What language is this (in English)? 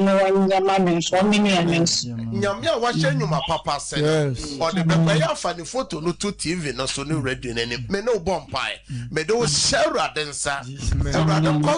Akan